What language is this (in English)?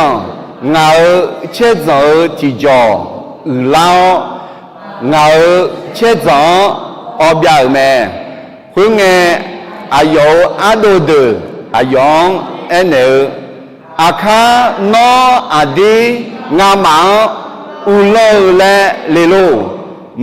Akha